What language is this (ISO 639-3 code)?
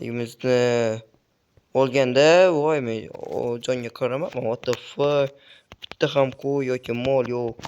uzb